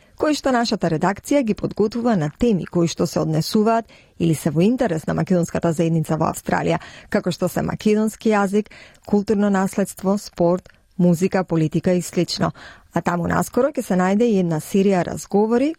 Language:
Macedonian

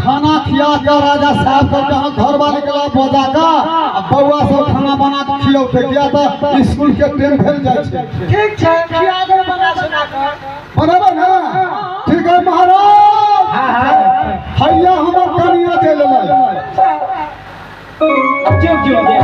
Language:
Maithili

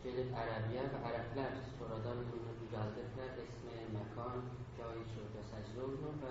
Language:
South Azerbaijani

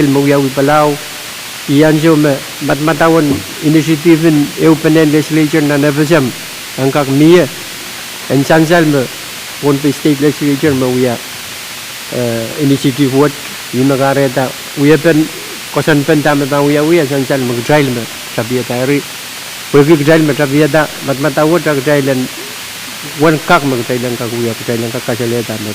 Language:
Pohnpeian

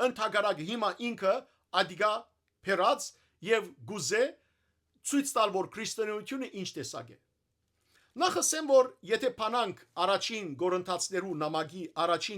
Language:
Western Armenian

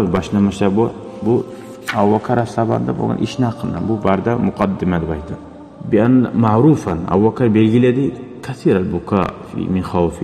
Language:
Kumyk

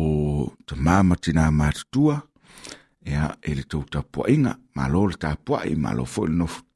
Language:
Samoan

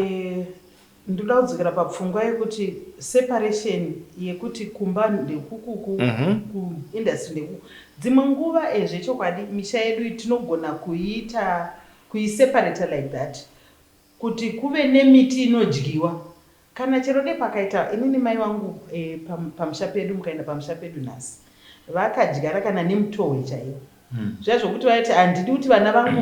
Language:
Shona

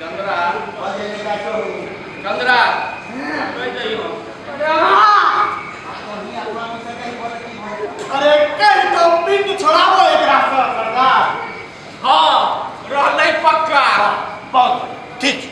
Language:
Maithili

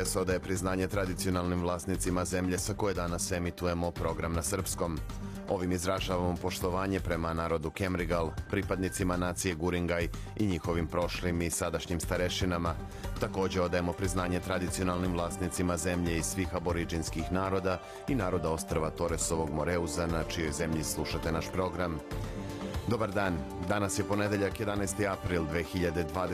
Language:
Serbian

